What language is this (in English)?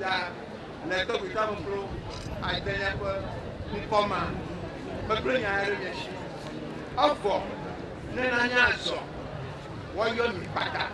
Ewe